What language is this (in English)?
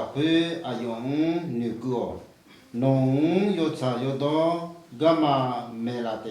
Akha